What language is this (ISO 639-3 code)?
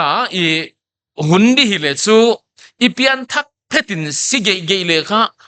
pck